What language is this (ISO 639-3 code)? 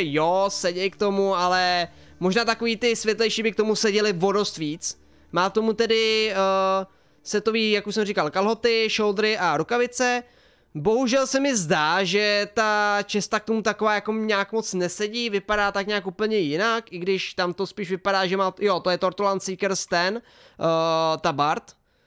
ces